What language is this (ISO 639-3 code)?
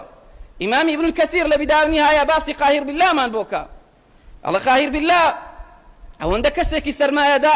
ckb